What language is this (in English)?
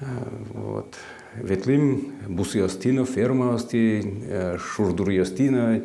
Udmurt